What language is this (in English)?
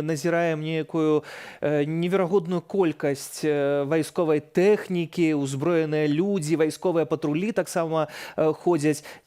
Belarusian